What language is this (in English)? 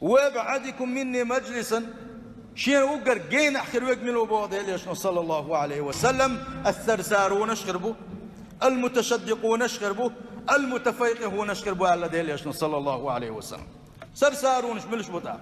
Chechen